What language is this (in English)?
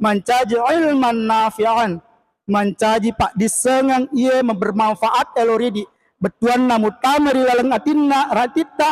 Buginese